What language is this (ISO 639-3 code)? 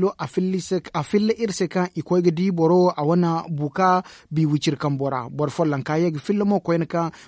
dje